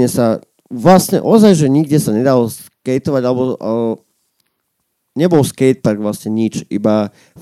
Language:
Slovak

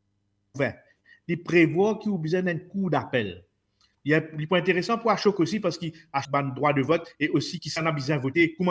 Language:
Morisyen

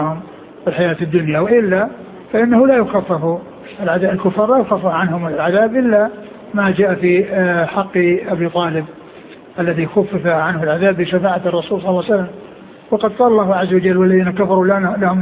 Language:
Arabic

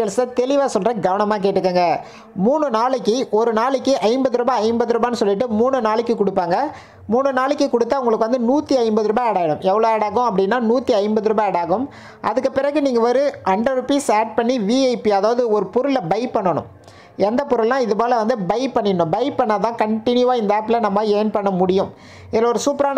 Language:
Tamil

